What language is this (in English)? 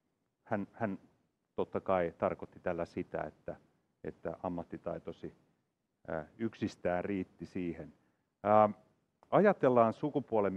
Finnish